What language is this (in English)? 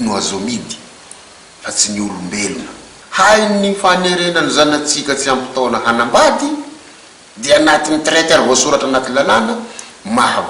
Malagasy